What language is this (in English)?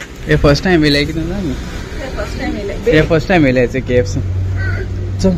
Konkani